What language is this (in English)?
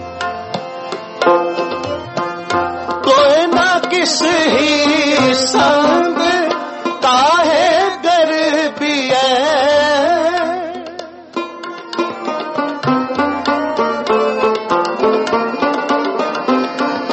Hindi